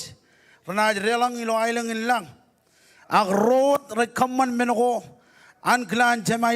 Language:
Marshallese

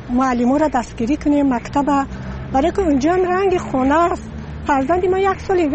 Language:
Tajik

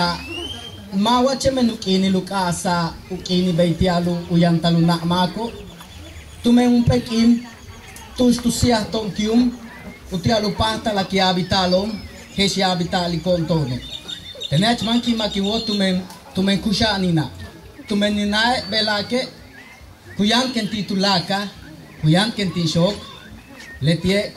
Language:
Yucateco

